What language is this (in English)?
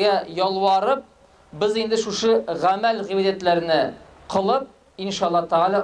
Tatar